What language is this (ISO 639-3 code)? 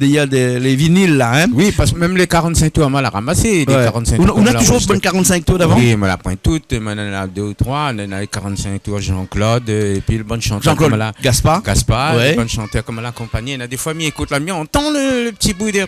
rcf